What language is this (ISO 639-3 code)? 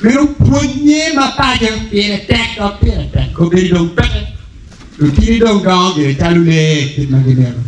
ach